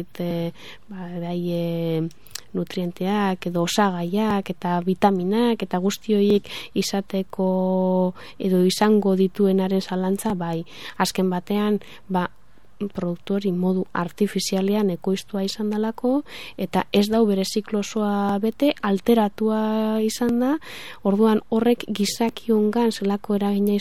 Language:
Basque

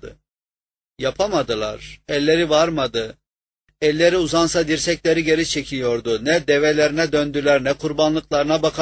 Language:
Turkish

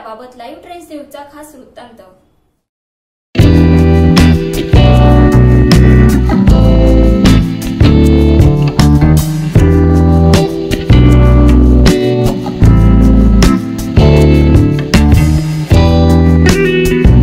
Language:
Marathi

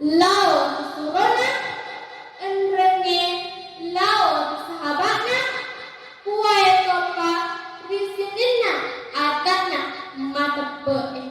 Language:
Buginese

